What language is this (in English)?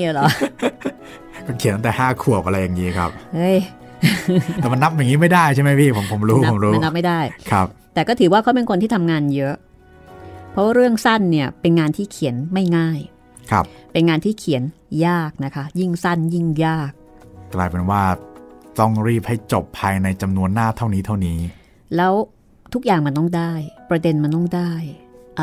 Thai